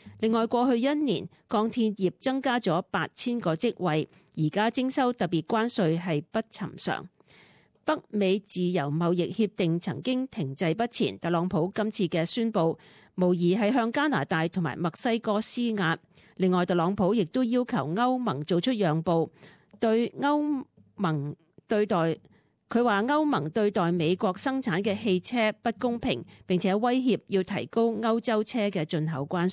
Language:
Cantonese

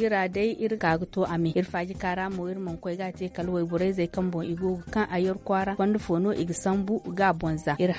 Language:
Zarma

